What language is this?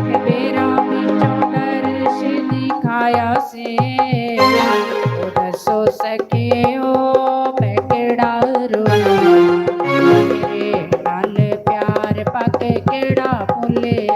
Dogri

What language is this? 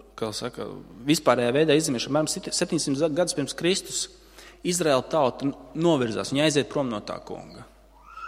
Latvian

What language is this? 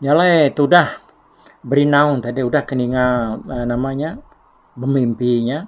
Iban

